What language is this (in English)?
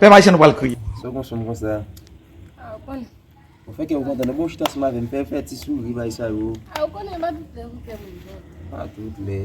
Haitian Creole